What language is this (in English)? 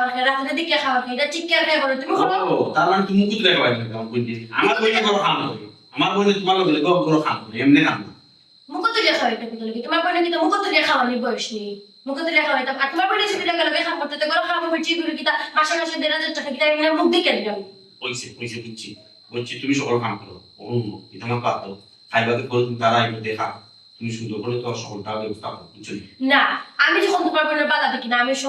Sylheti